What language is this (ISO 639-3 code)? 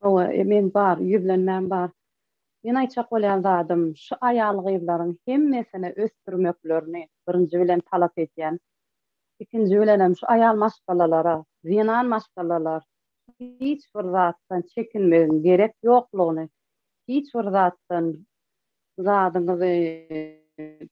tuk